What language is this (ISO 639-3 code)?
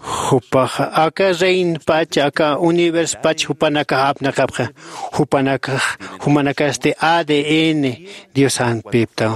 aym